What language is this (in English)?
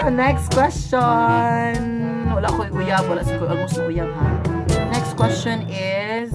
Cebuano